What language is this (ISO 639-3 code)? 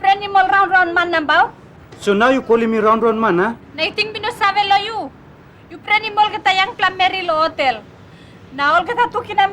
tpi